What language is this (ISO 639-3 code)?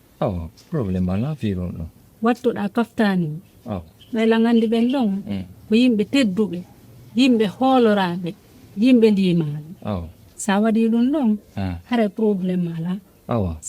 ful